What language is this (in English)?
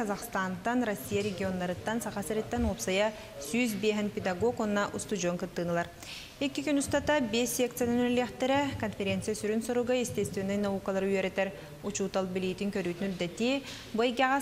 Yakut